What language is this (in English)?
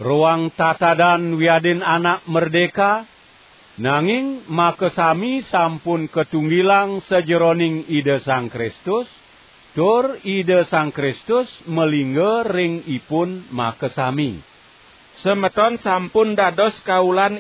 Balinese